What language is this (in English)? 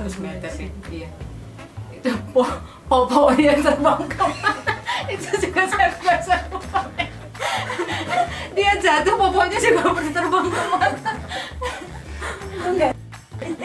Indonesian